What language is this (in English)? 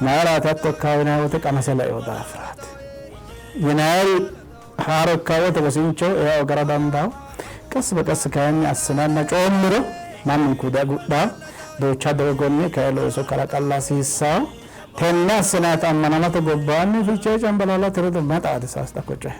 Sidamo